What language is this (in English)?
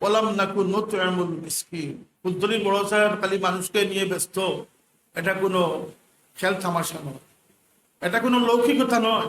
Sylheti